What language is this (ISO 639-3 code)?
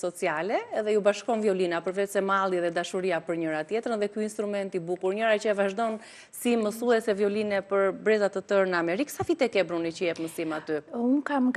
sqi